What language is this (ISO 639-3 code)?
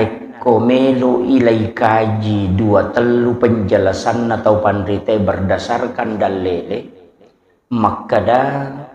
bug